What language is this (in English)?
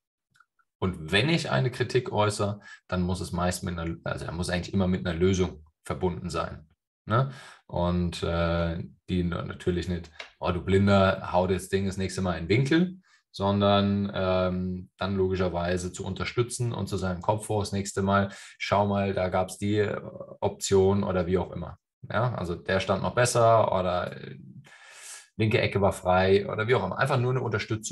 German